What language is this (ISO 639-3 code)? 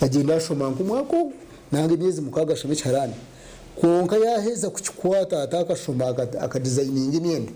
nyn